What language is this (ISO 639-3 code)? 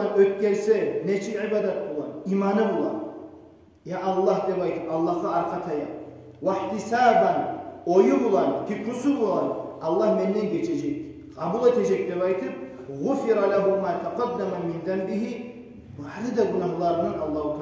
kum